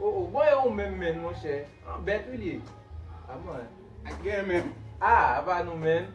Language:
Haitian Creole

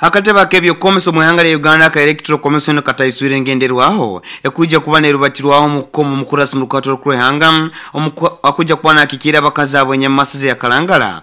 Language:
Nyoro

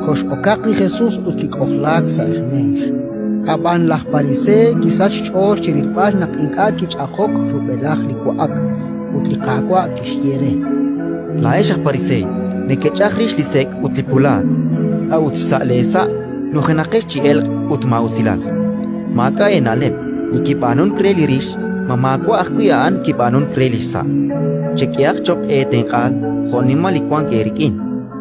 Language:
Kekchí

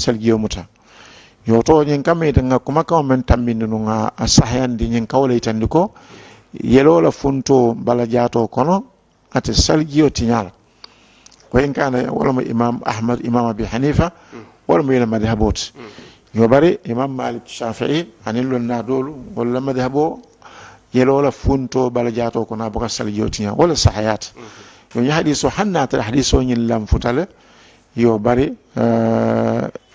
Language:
Mandingo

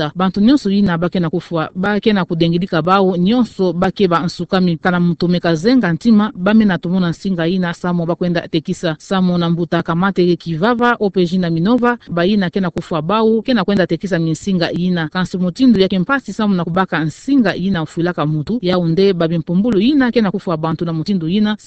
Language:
Kituba (Democratic Republic of Congo)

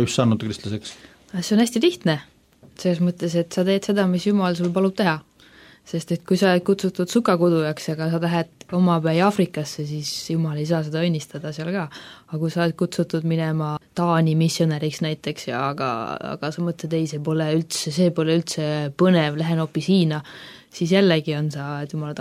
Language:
Estonian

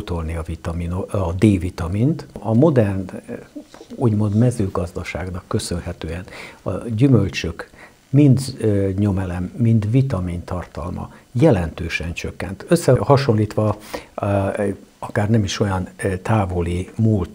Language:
Hungarian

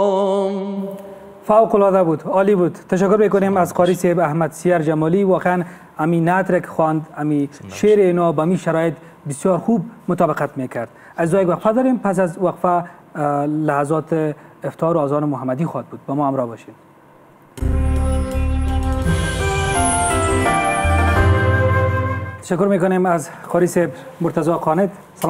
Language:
Persian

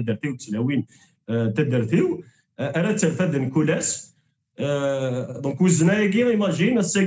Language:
Kabyle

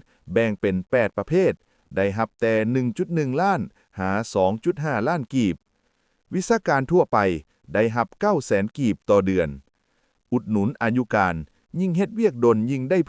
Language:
Lao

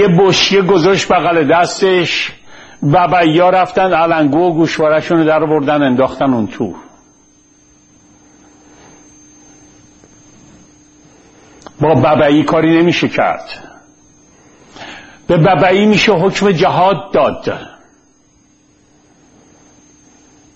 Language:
Persian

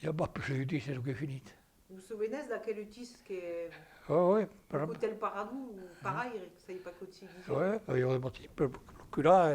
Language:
Occitan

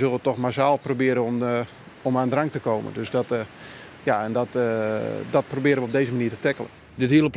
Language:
Western Frisian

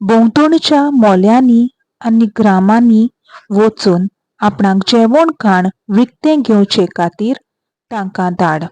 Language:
Konkani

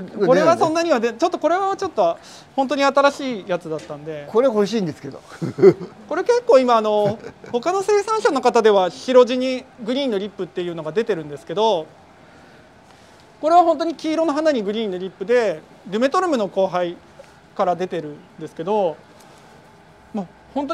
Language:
Japanese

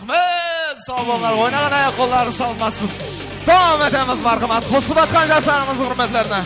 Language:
Kara-Kalpak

